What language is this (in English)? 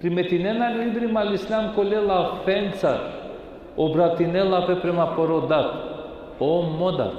Balkan Romani